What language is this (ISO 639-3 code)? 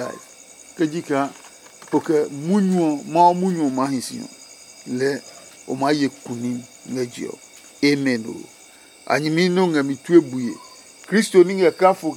ada